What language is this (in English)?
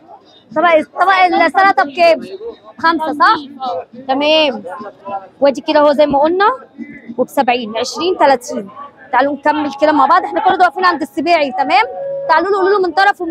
Egyptian Arabic